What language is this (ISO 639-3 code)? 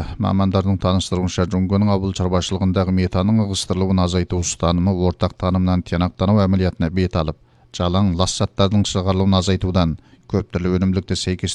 kaz